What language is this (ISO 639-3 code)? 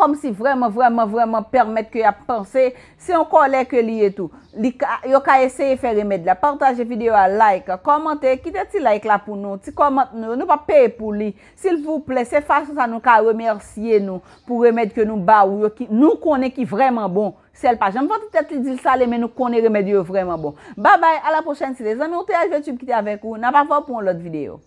hat